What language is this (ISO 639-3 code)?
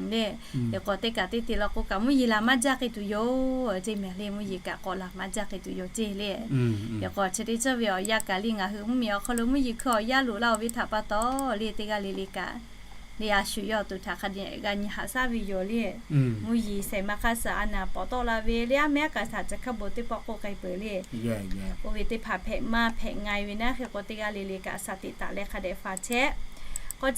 lhu